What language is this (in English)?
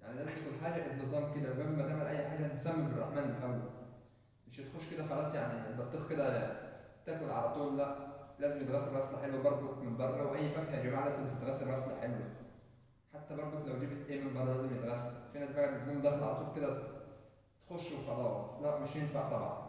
Egyptian Arabic